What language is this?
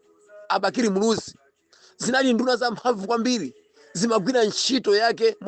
Nyanja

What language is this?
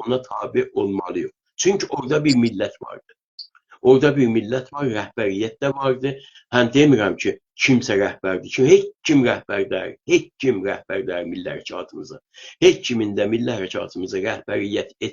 South Azerbaijani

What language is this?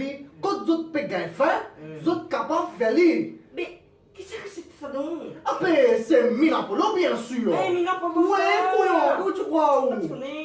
Morisyen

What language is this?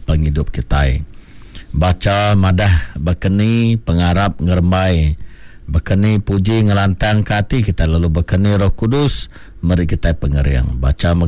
Iban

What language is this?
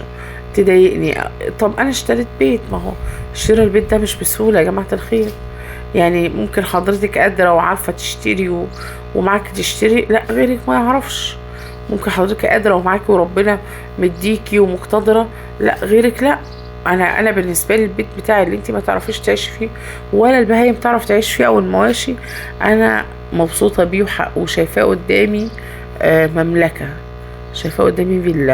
Egyptian Arabic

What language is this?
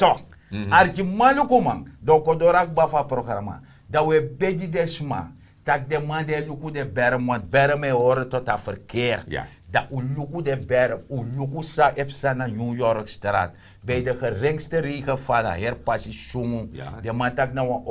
Sranan Tongo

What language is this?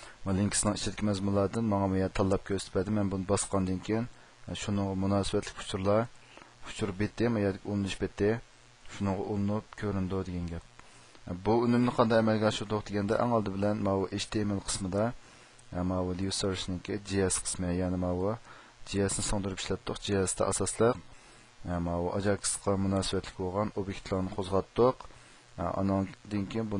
Uyghur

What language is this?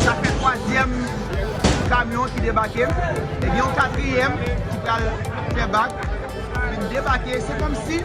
Haitian Creole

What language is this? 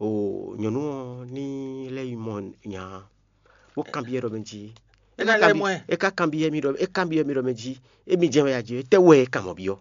Fon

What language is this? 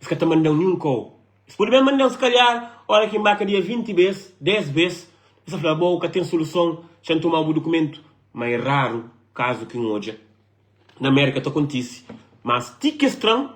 Kabuverdianu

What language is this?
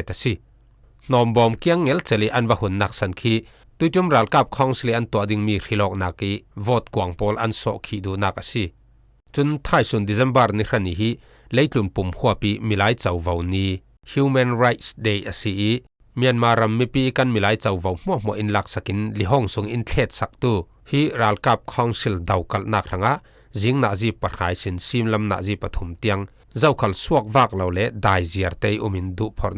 Falam Chin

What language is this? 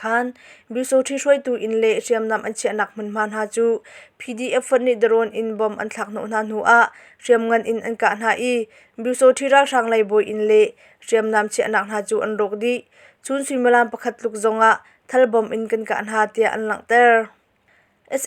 Hakha Chin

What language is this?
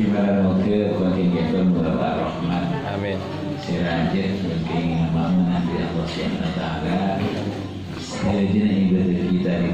Madurese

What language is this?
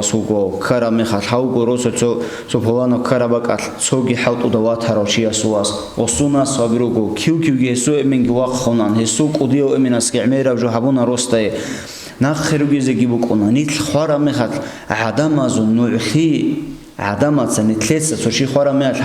Avaric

